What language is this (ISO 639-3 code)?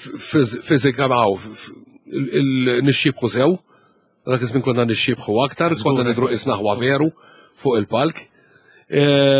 mlt